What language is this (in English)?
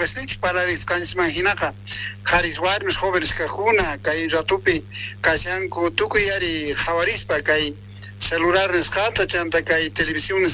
South Bolivian Quechua